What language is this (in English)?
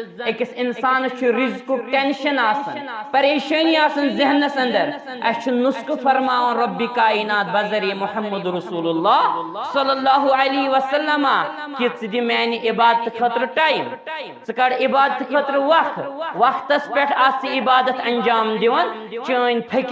Kashmiri